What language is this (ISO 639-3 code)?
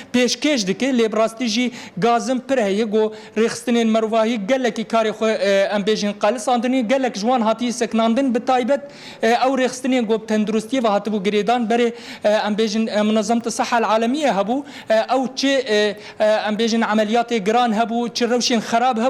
kur